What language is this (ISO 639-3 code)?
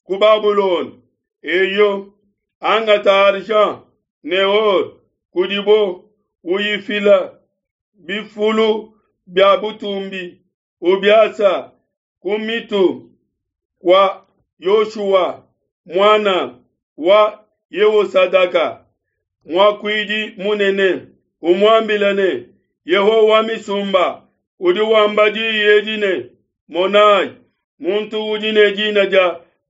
lua